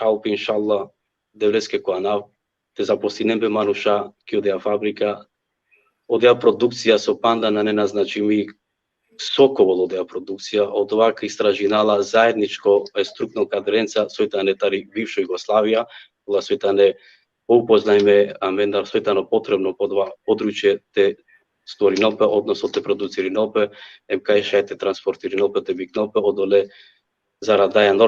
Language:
Balkan Romani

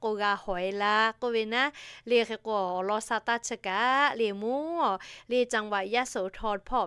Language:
Lahu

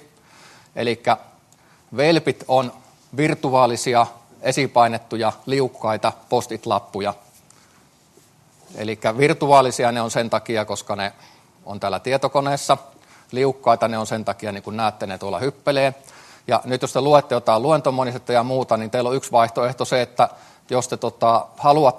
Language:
Finnish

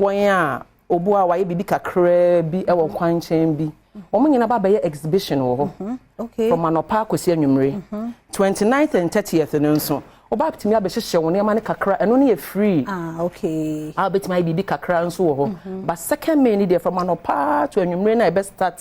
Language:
Akan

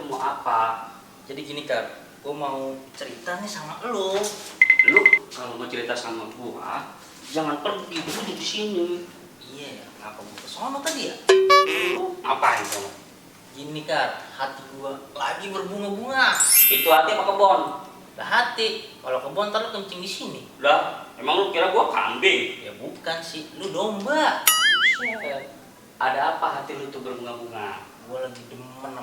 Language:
Betawi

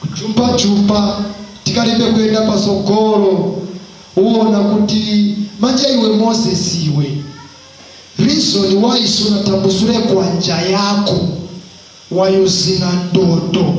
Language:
Nyanja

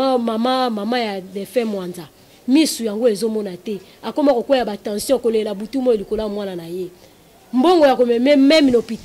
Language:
Lingala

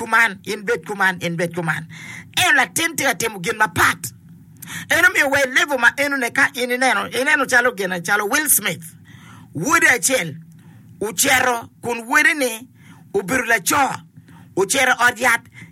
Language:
Acoli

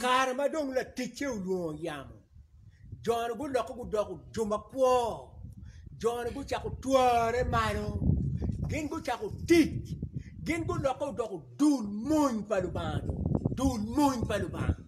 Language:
Acoli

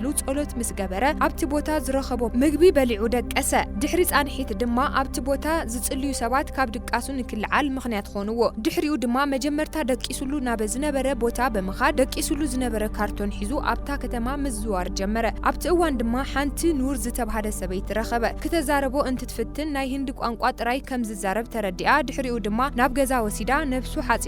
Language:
Tigrinya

